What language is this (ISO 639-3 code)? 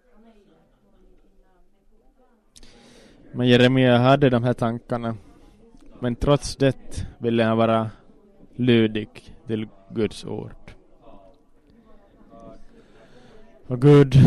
swe